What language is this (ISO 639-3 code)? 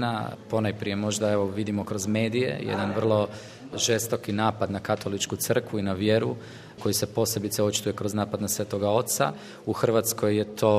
hrv